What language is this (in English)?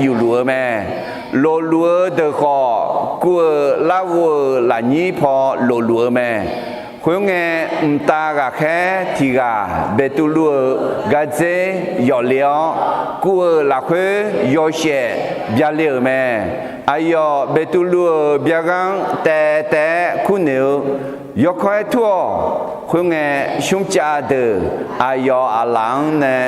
Akha